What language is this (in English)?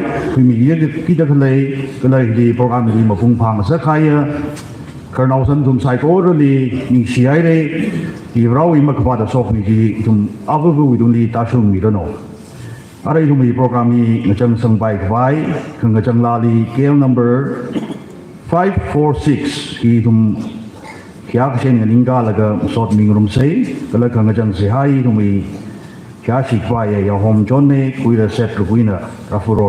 Tangkhul Naga (India)